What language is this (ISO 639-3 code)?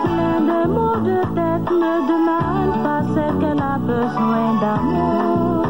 fra